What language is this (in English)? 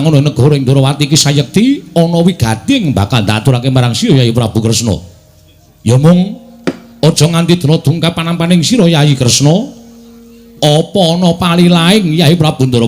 Javanese